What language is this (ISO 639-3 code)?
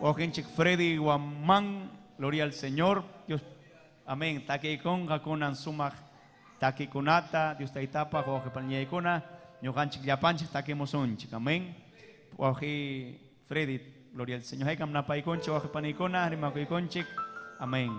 quy